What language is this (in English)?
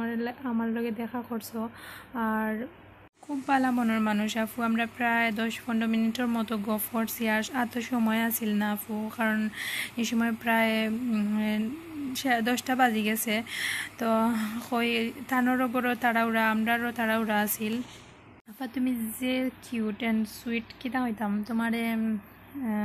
Sylheti